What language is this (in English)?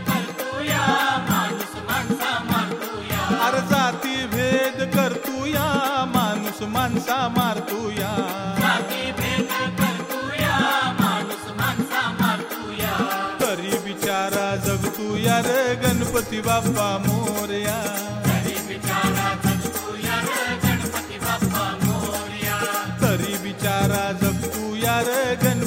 Marathi